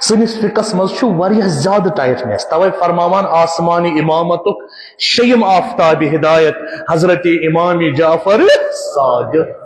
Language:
Kashmiri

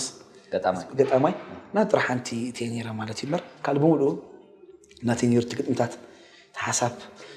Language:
Tigrinya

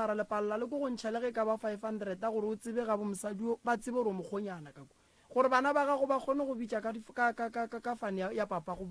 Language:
Northern Sotho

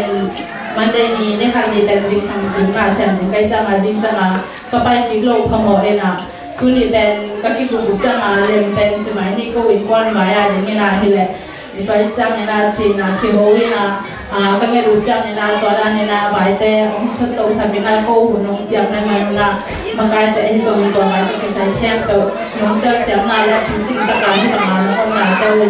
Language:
Tedim Chin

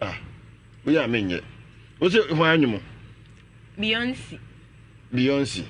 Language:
Akan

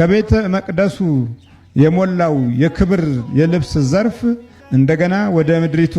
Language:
Amharic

